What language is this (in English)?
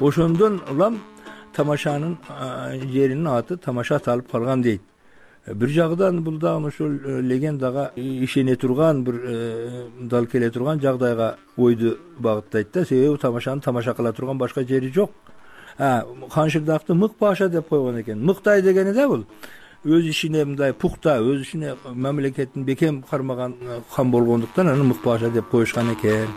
Kyrgyz